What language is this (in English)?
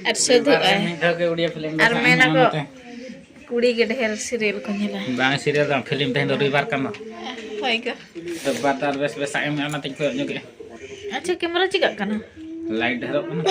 Santali